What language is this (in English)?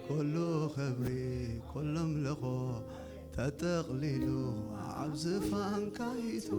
Tigrinya